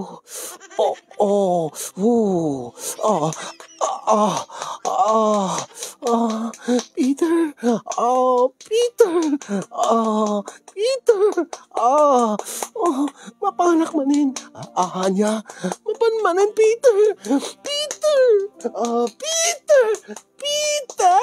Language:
Iloko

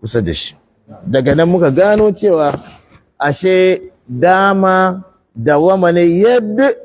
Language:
Hausa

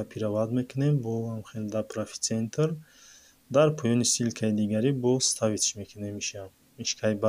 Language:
Tajik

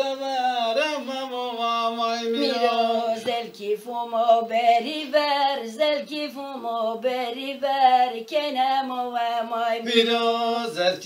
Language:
Zaza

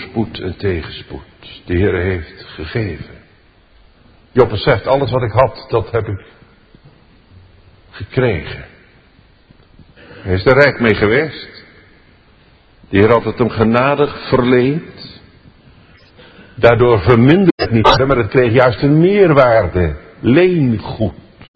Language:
Dutch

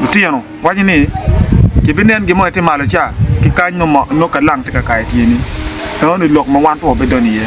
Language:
Acoli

